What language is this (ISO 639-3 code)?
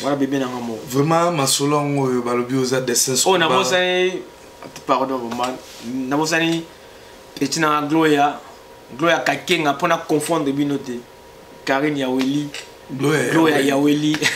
lin